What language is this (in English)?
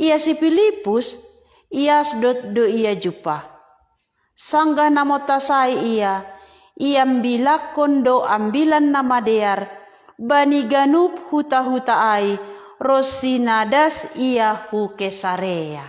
Batak Simalungun